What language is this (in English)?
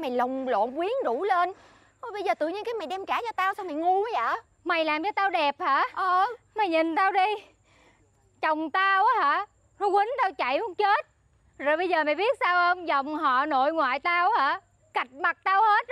Vietnamese